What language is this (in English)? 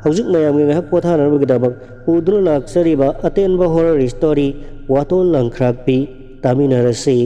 Manipuri